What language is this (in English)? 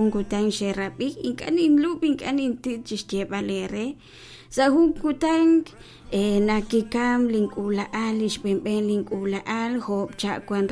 Kekchí